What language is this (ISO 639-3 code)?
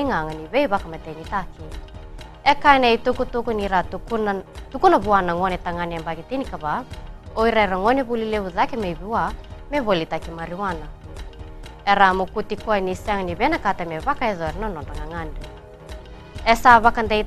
fij